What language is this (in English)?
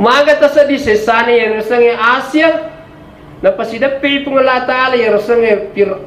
Buginese